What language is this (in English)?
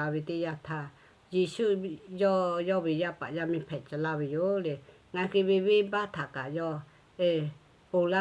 Lahu